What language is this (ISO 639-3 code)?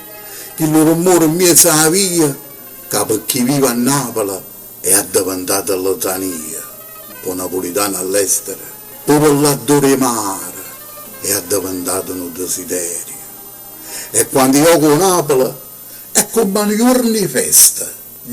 nap